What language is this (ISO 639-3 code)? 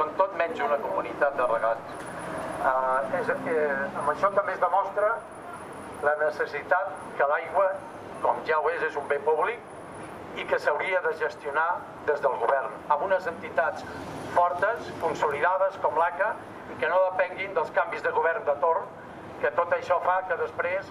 cat